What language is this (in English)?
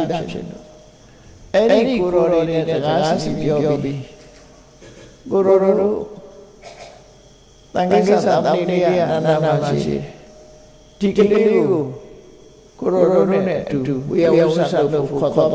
Burmese